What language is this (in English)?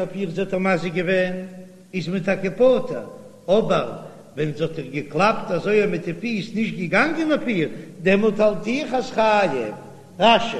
Yiddish